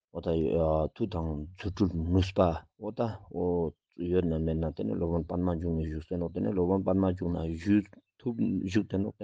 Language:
Ladakhi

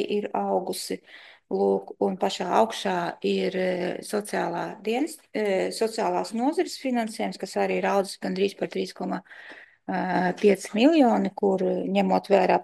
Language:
Latvian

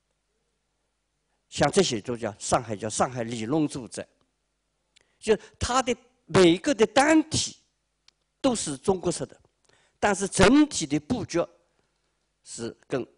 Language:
Chinese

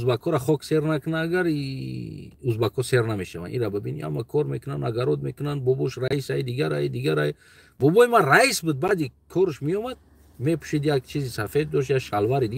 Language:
Tajik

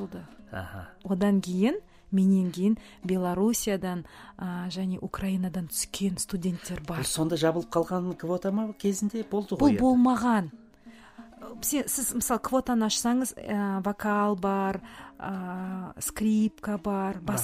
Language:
Kazakh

